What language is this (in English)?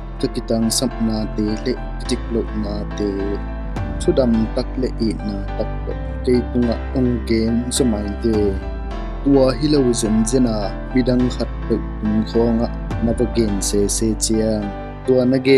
Tedim Chin